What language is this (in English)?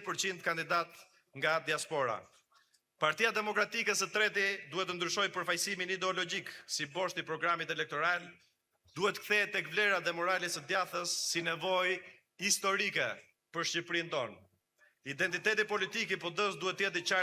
Albanian